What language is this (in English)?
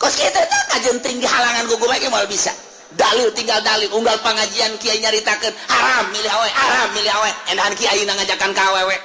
Sundanese